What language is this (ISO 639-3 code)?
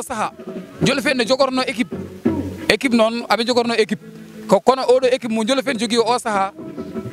ful